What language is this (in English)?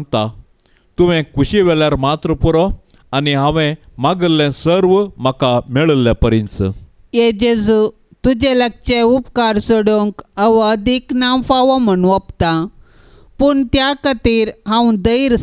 Konkani